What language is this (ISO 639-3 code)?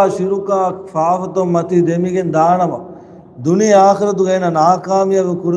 div